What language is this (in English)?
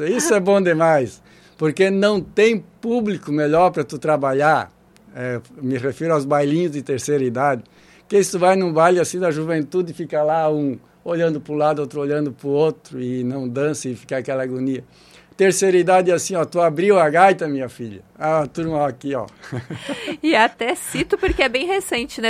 Portuguese